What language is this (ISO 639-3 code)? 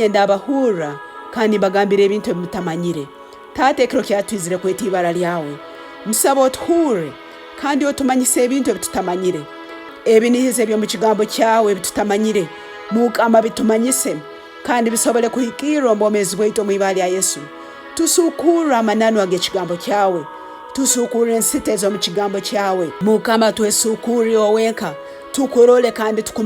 ttj